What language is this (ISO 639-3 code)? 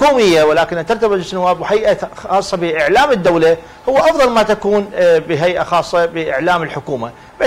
ara